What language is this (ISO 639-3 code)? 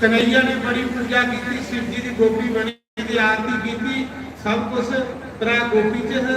doi